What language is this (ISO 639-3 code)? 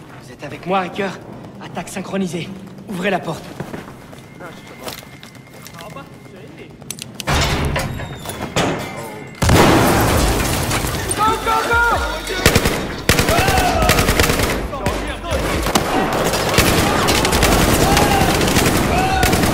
fra